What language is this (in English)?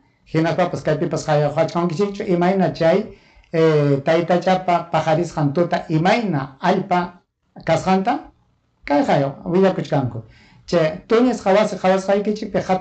Ayacucho Quechua